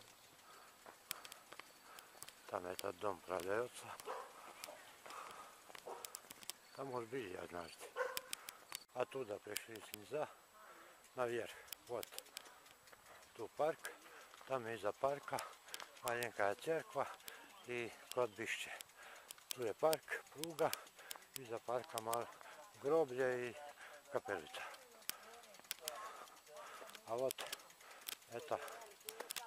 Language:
Croatian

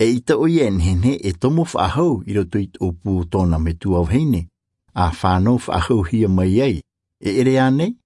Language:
Tahitian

